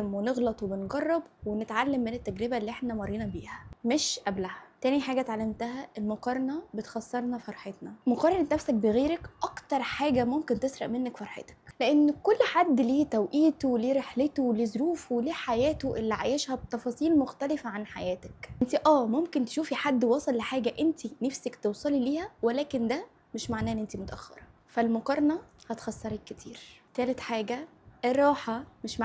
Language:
Egyptian Arabic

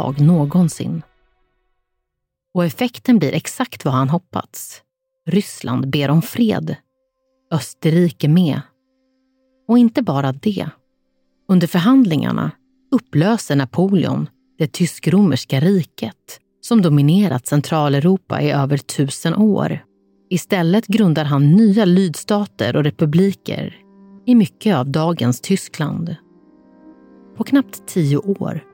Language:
Swedish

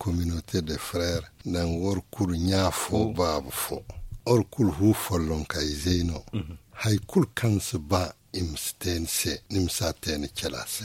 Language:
Zarma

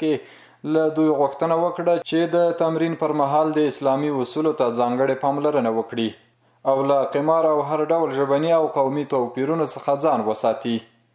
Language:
Pashto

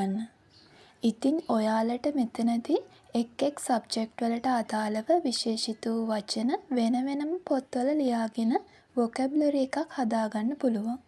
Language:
Sinhala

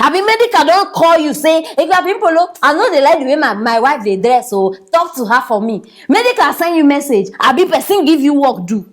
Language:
Nigerian Pidgin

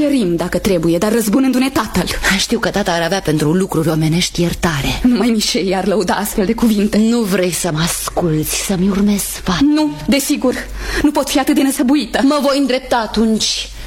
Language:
Romanian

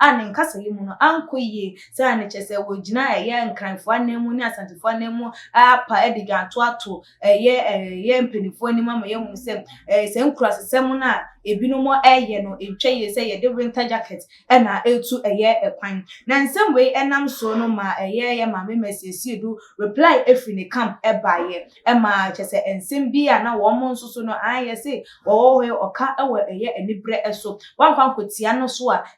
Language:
Akan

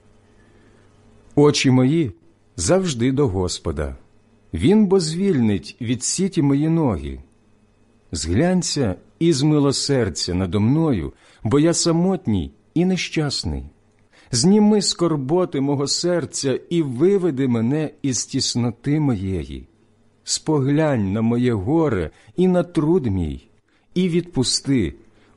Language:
Ukrainian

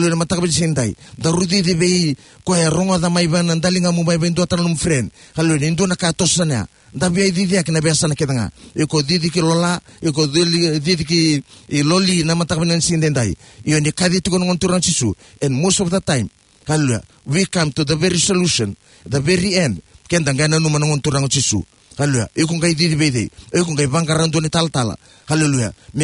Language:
Fijian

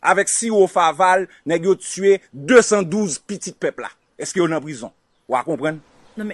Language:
Haitian Creole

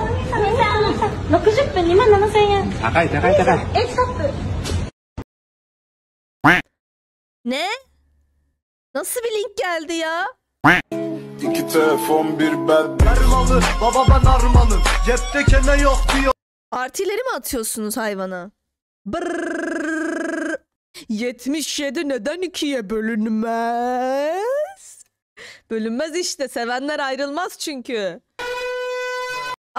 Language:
Turkish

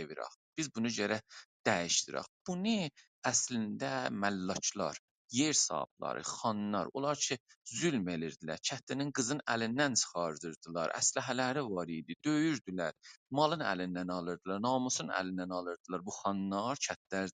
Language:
South Azerbaijani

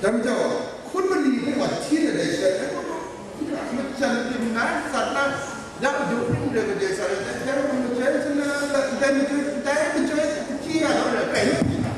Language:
Kachin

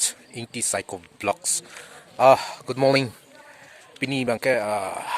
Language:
Karbi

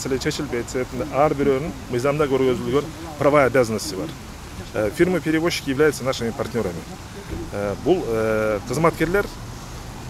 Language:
Kyrgyz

